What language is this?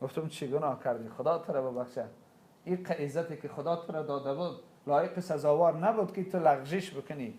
Tajik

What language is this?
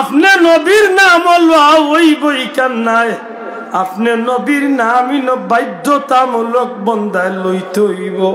Sylheti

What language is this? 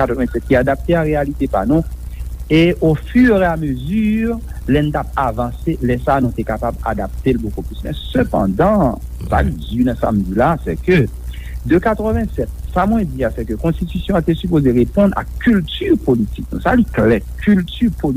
Haitian Creole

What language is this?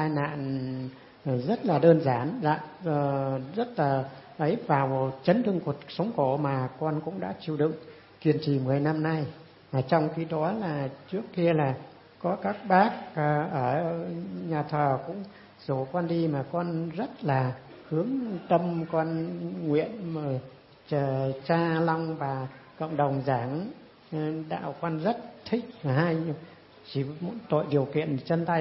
Vietnamese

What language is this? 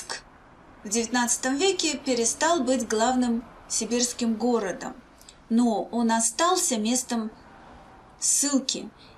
Russian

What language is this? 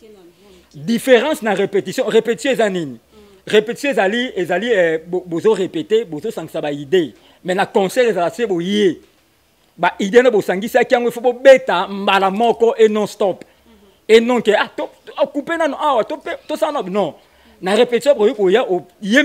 Lingala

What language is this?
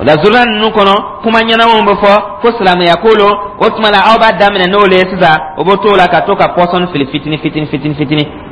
Dyula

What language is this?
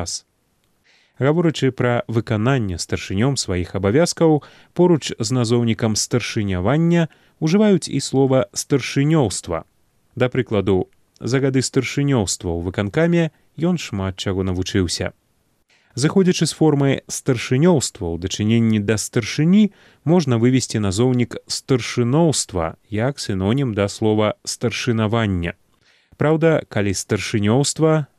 Belarusian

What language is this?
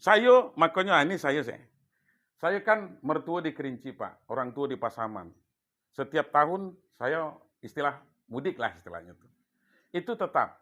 Minangkabau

